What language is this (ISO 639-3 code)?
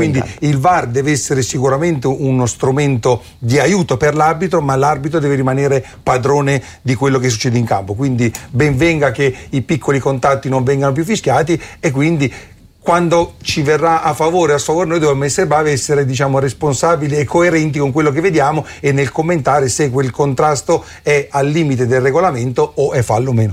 ita